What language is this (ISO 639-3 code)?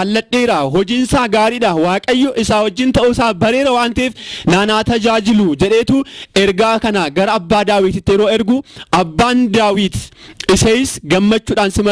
orm